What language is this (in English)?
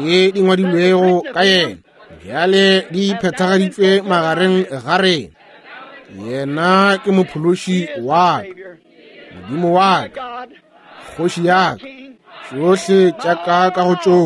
Northern Sotho